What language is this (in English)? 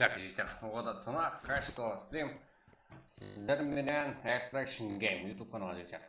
Kara-Kalpak